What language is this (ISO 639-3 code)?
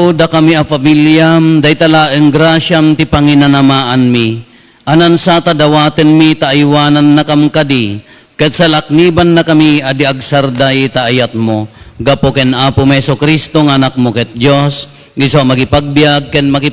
ilo